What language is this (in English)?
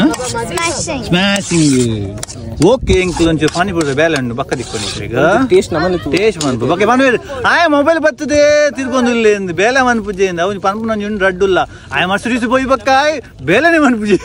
Tulu